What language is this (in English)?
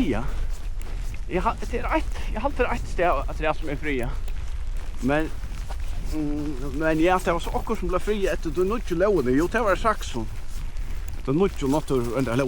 Faroese